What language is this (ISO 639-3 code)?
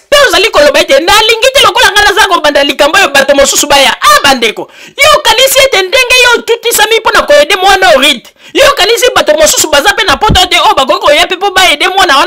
lin